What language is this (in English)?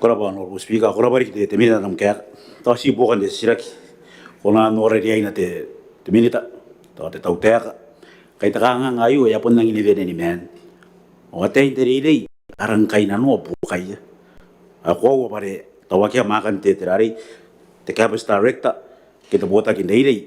Gilbertese